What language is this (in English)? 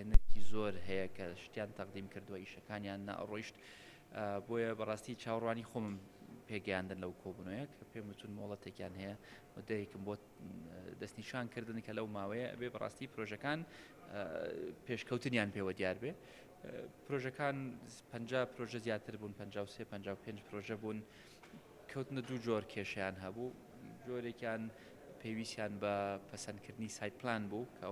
Central Kurdish